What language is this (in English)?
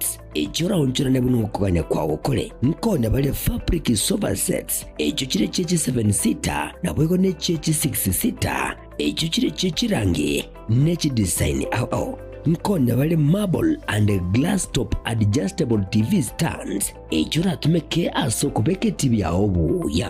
Gusii